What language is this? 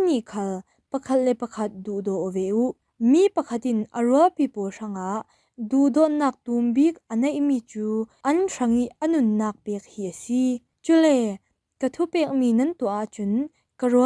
Falam Chin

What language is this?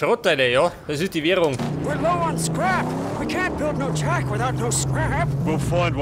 Bavarian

